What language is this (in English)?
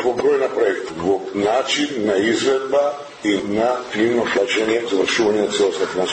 Macedonian